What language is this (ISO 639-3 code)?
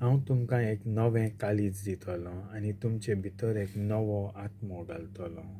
kok